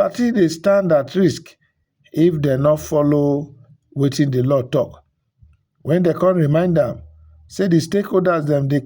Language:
Nigerian Pidgin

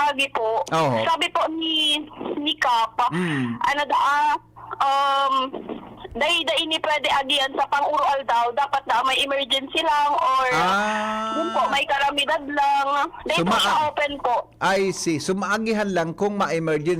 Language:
Bikol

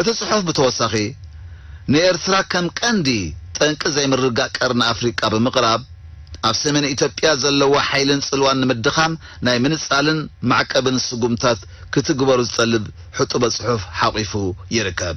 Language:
Tigrinya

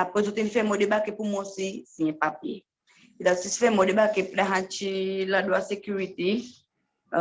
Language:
Seselwa Creole French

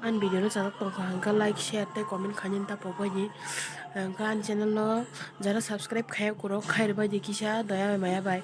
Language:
Kok Borok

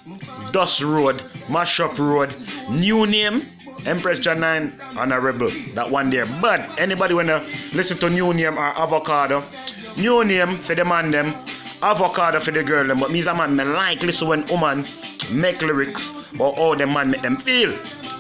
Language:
Jamaican Creole English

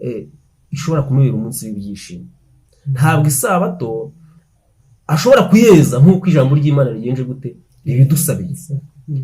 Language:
Kinyarwanda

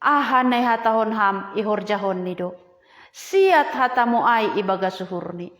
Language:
Batak Simalungun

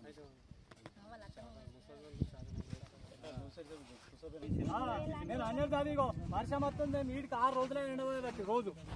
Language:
Telugu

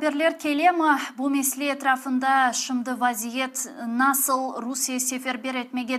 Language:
Crimean Tatar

